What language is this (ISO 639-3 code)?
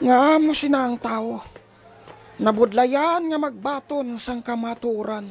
hil